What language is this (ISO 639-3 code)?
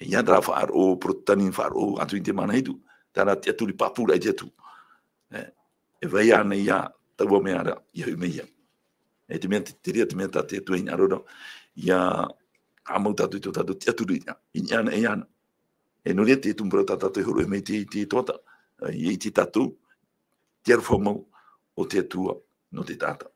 tah